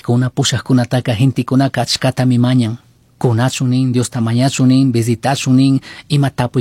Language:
Chimborazo Highland Quichua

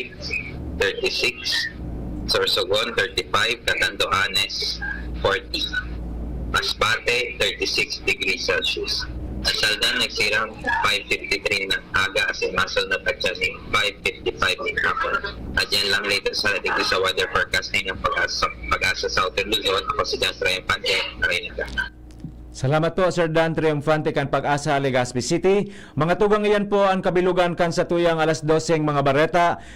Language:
Bikol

